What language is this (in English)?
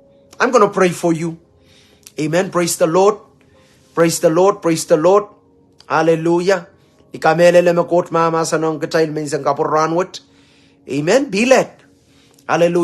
Pohnpeian